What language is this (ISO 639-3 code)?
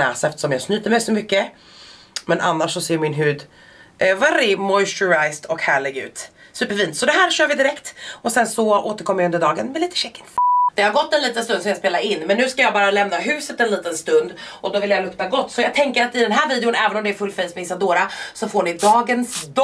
swe